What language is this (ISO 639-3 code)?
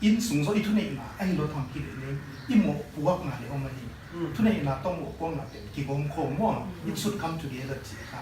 pck